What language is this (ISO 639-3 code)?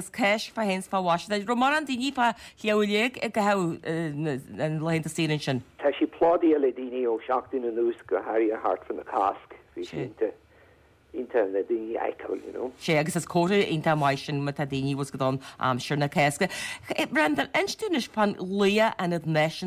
gle